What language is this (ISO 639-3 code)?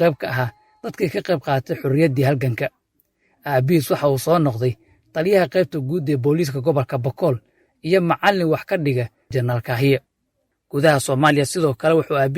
som